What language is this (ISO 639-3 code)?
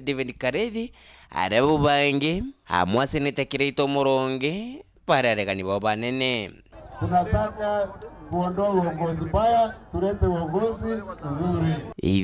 mer